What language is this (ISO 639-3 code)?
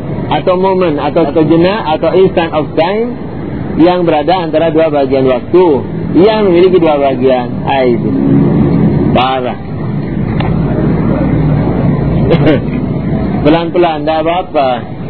ind